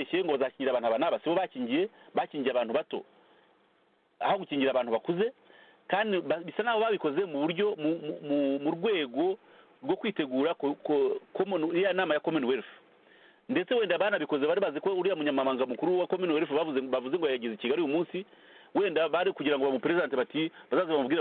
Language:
Kinyarwanda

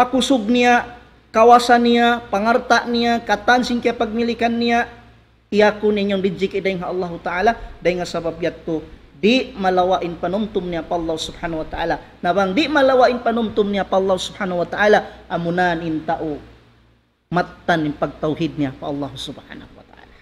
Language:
Tausug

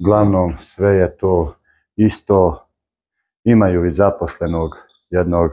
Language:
Bosnian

